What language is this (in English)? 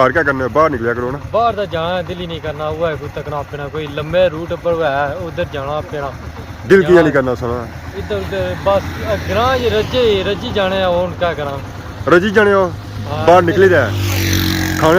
Pahari-Potwari